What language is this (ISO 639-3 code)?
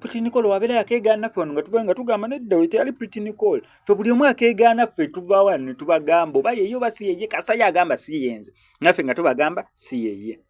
lug